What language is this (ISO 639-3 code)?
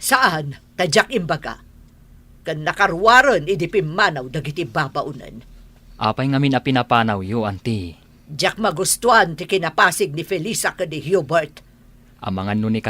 ilo